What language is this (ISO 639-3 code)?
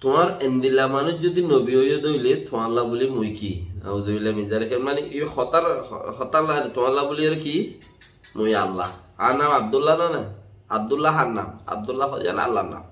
rhg